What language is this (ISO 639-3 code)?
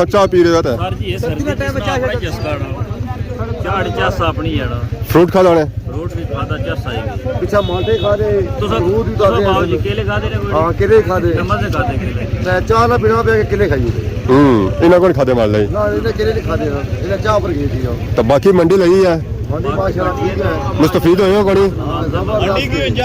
phr